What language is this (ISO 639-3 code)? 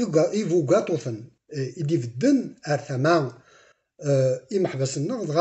kab